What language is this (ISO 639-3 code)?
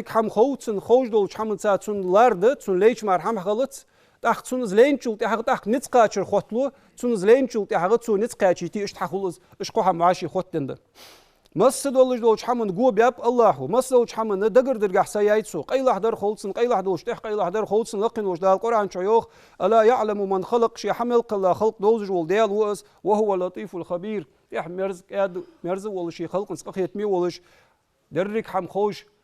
inh